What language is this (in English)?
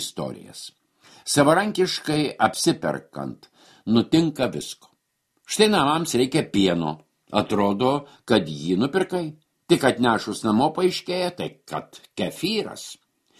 Lithuanian